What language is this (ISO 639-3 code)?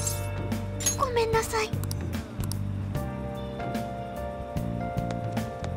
jpn